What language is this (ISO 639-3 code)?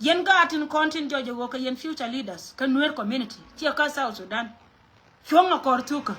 nus